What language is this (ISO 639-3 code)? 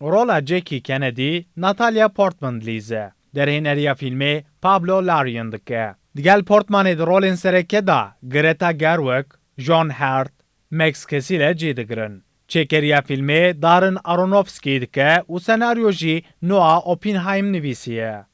kur